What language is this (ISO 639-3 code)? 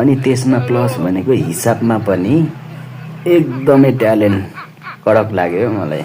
nep